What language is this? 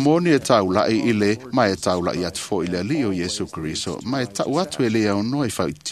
Samoan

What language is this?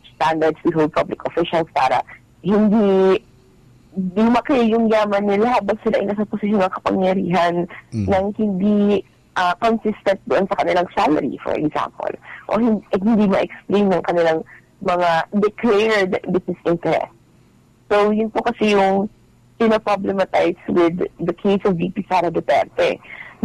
Cebuano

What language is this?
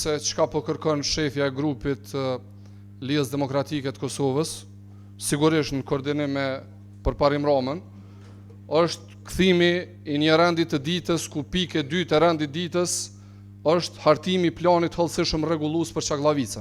Albanian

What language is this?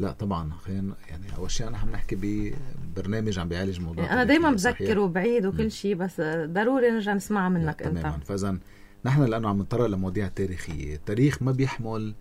North Levantine Arabic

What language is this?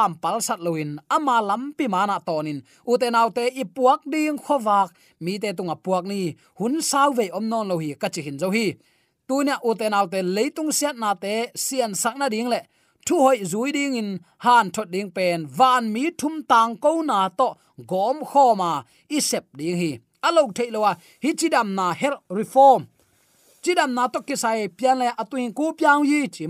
Tedim Chin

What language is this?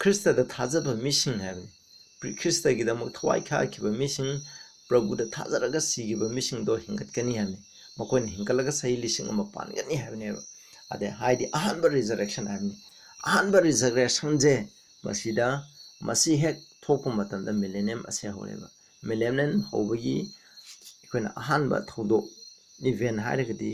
Manipuri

